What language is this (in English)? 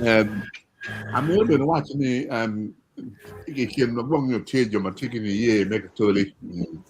Acoli